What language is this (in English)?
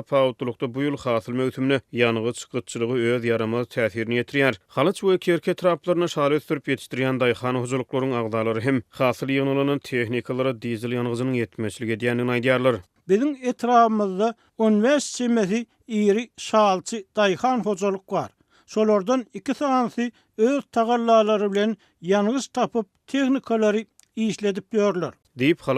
Turkmen